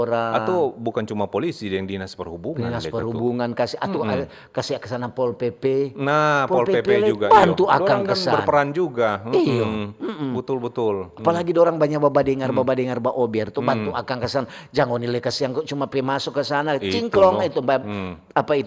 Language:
Manado Malay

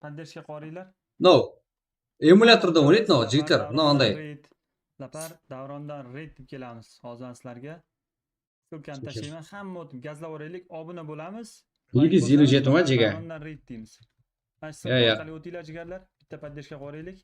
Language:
Kara-Kalpak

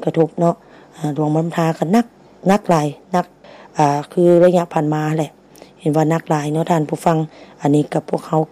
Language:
Lao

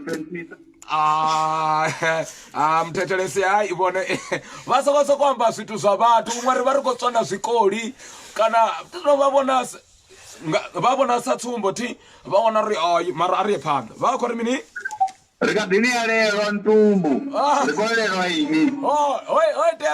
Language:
Venda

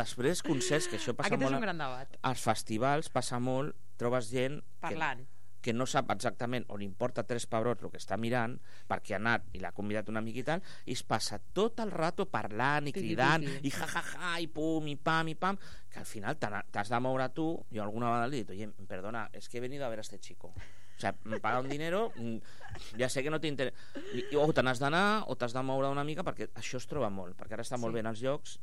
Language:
Catalan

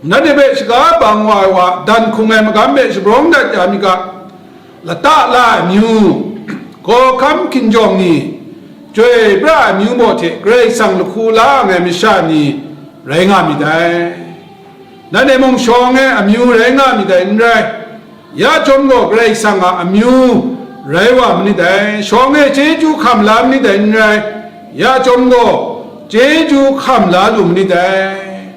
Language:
Kachin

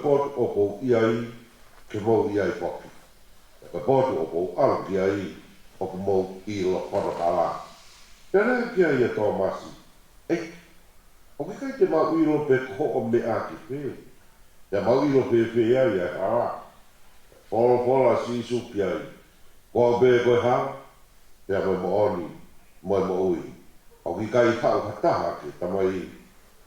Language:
Tongan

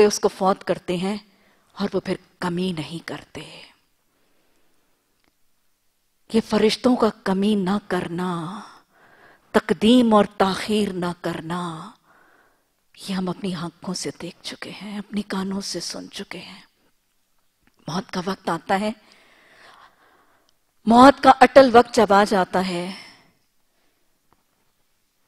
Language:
Urdu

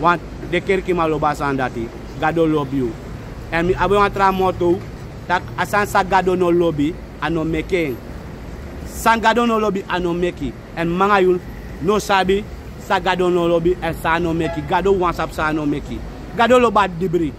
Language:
Sranan Tongo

